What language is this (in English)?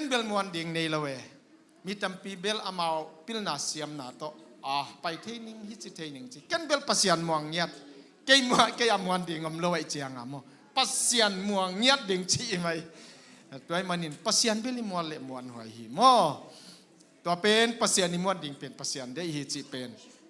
Tedim Chin